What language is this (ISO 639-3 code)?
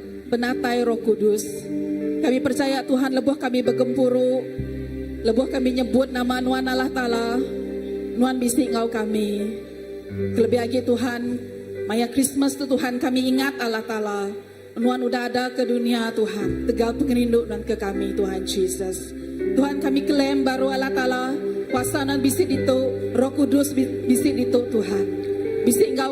iba